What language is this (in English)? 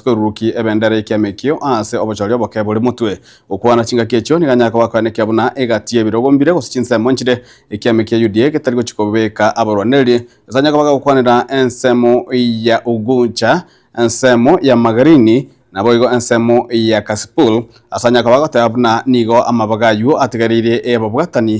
Gusii